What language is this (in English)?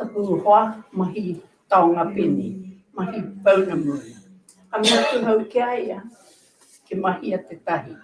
Māori